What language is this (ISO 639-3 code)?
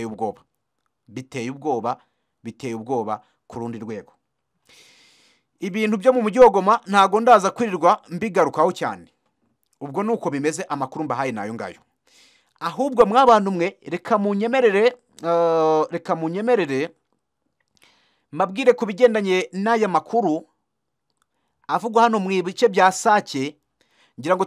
kin